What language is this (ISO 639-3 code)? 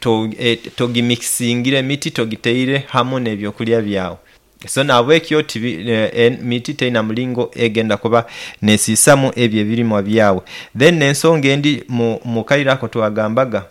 nyo